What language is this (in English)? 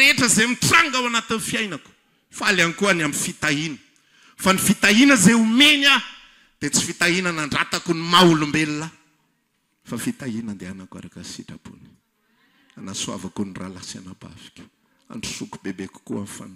Malagasy